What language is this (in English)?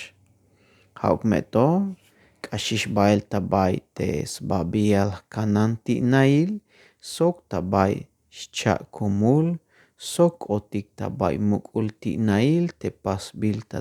Tzeltal